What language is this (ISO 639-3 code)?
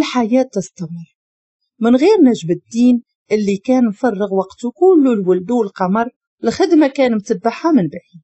ary